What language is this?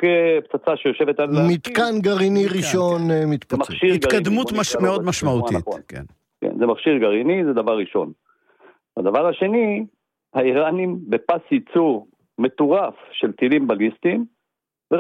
Hebrew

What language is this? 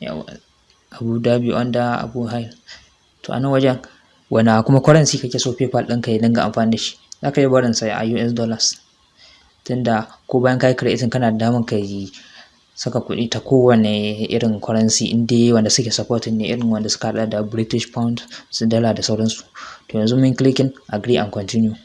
Hausa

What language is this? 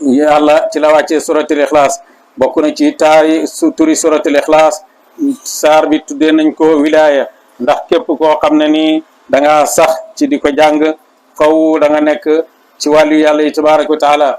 Wolof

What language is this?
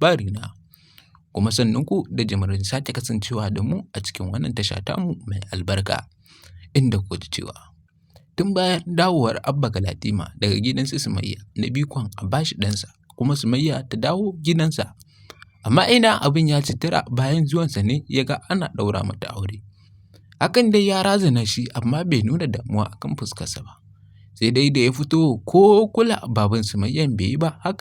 Hausa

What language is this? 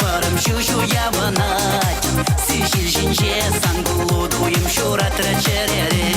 Chuvash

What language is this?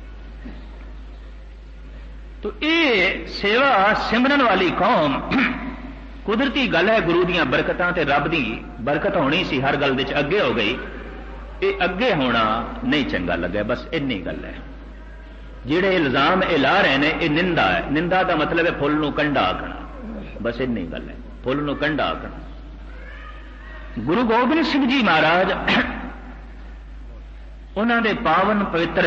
Punjabi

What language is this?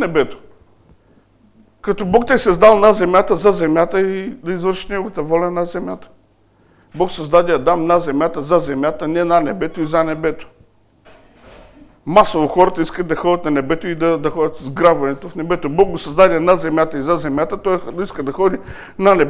Bulgarian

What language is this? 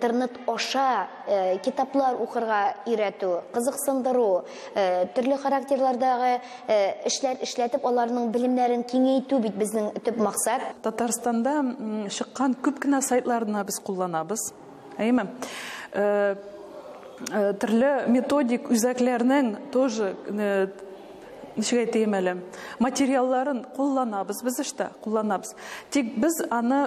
Tatar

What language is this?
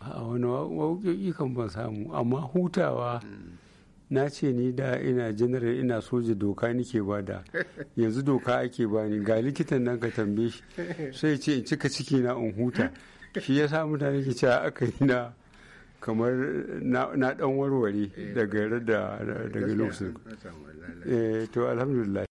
Hausa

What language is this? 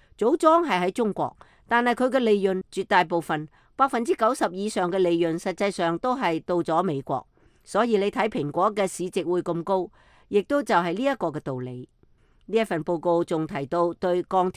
Cantonese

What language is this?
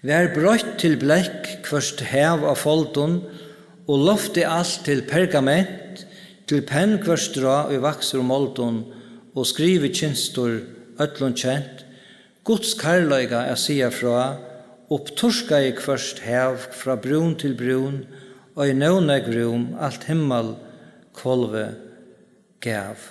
Faroese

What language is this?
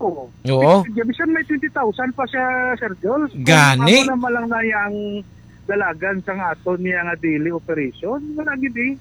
Hiligaynon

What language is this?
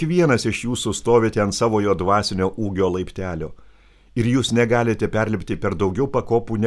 Lithuanian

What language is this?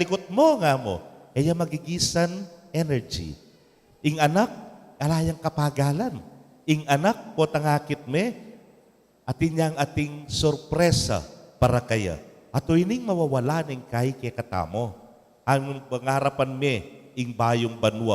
Pampanga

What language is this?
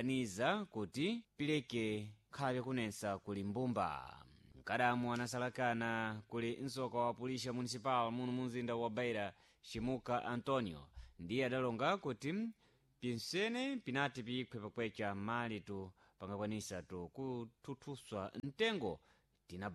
Sena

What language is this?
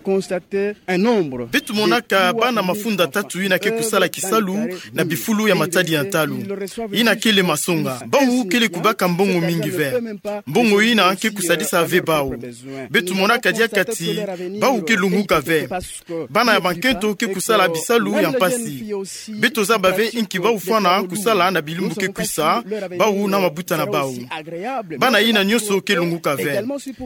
Kituba (Democratic Republic of Congo)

